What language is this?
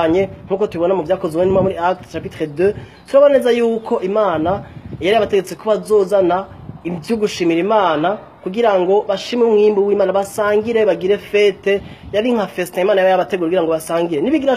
Rundi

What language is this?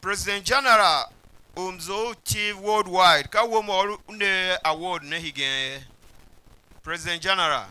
Tiv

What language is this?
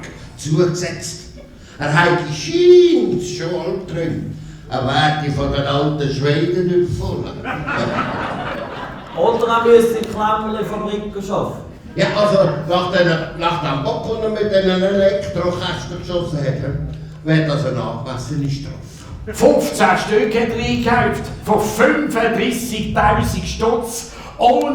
Swiss German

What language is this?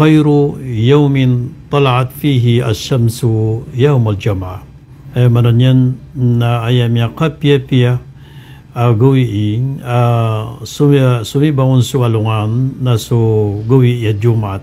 Maranao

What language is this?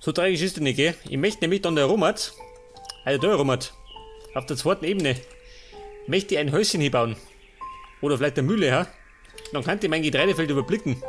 Bavarian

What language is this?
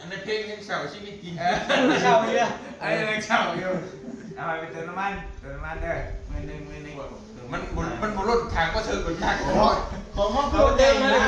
Northeastern Thai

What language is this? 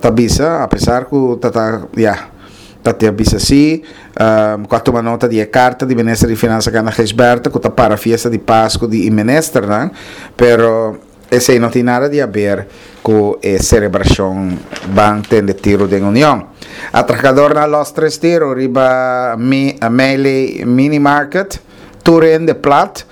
Papiamento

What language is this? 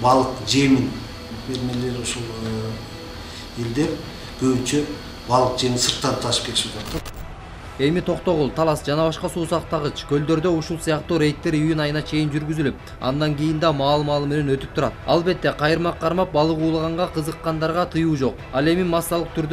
Kyrgyz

